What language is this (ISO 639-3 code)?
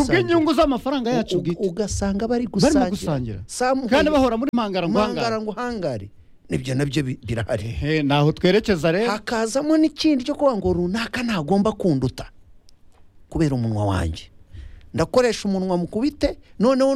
kin